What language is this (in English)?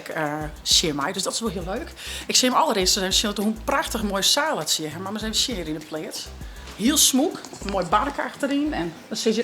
Western Frisian